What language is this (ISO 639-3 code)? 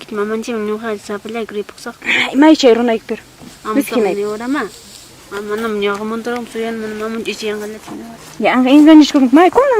quy